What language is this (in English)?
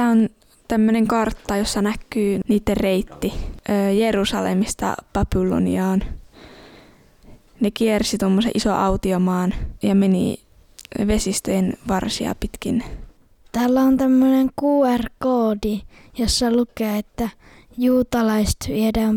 Finnish